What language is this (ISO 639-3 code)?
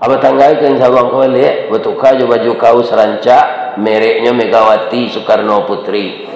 min